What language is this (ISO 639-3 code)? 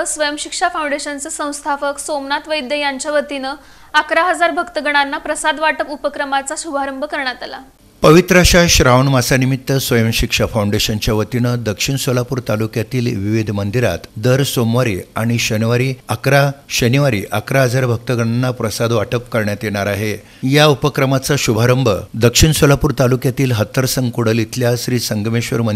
mar